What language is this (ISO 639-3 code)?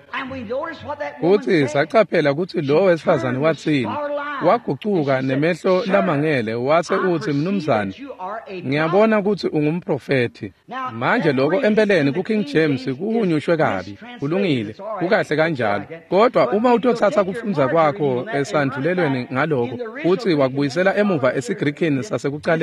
ssw